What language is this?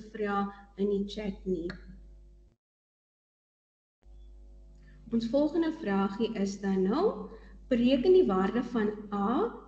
Afrikaans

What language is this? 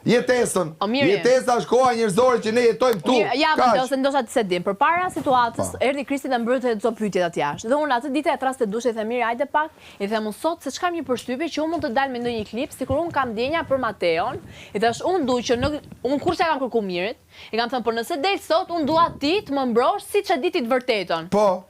Albanian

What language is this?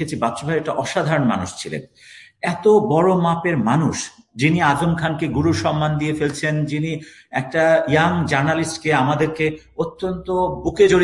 Bangla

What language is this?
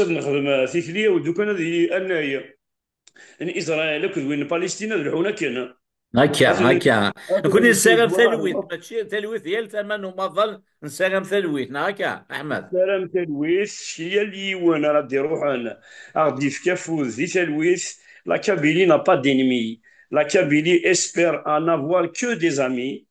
Kabyle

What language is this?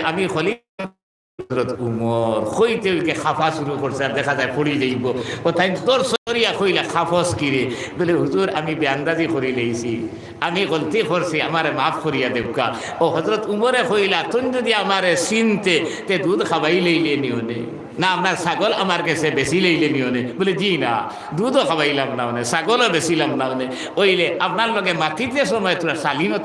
Sylheti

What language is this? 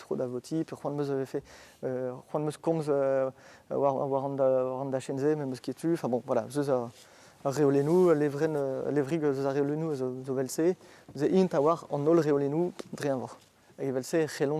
Breton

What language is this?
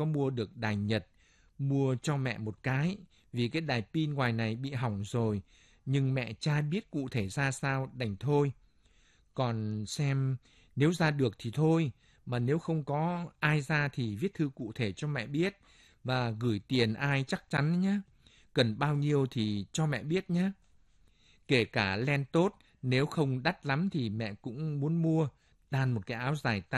Vietnamese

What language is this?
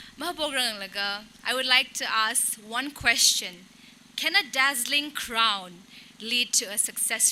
Tangkhul Naga (India)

